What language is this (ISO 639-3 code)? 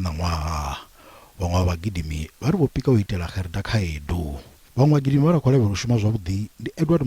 ven